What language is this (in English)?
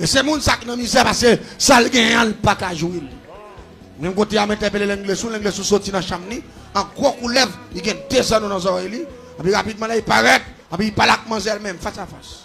Haitian Creole